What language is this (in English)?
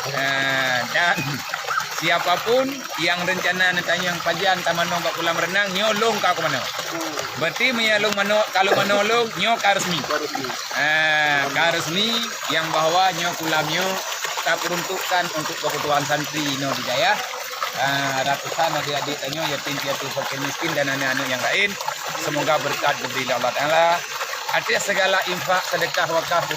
Achinese